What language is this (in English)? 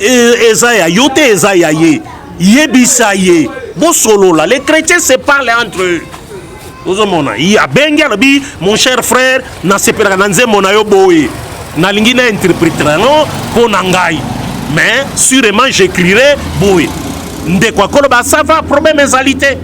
Lingala